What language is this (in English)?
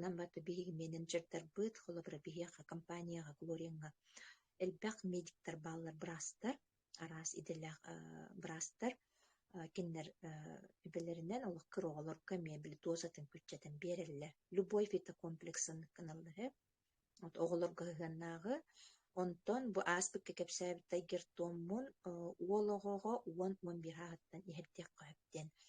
Yakut